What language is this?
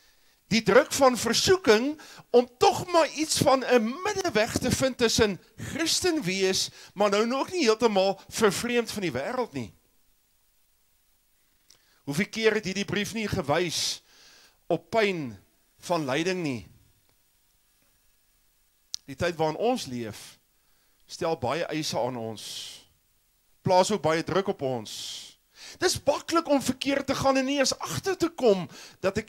Afrikaans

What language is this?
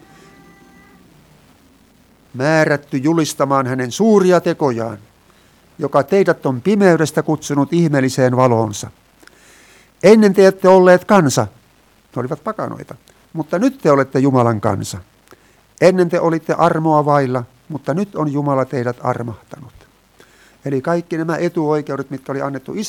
Finnish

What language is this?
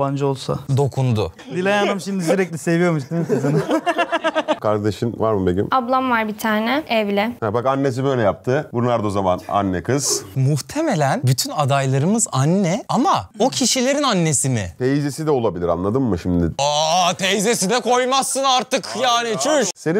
Turkish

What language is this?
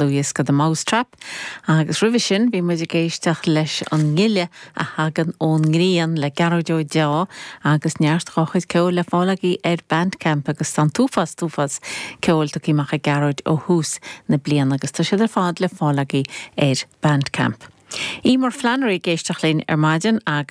Irish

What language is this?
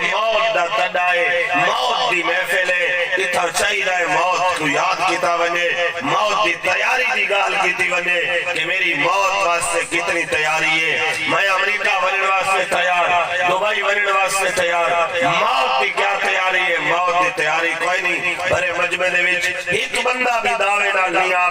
Saraiki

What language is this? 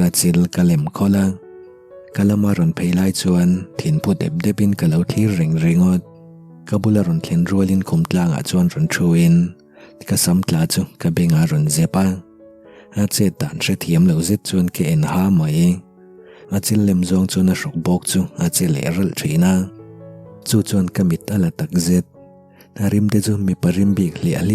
Mizo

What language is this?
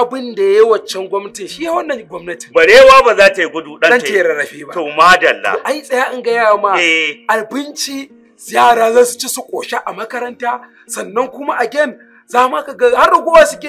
Hausa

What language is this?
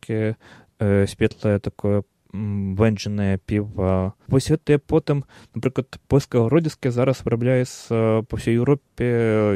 Belarusian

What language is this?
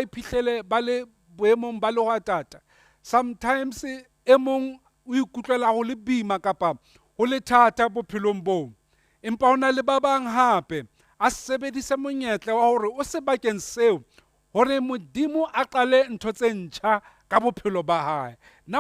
Southern Sotho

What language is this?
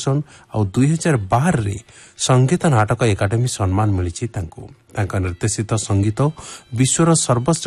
Odia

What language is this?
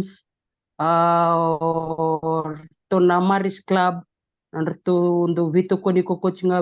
Fijian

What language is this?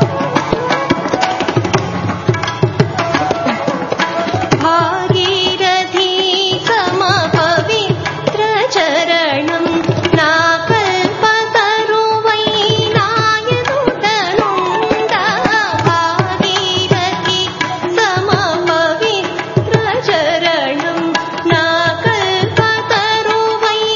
Telugu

